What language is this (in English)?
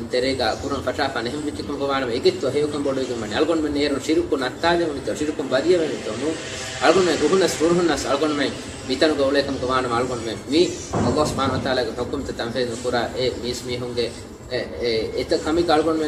Divehi